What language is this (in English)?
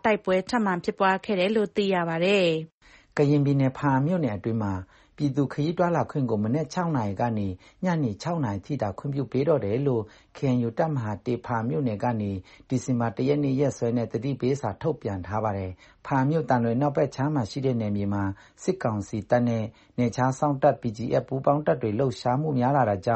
Burmese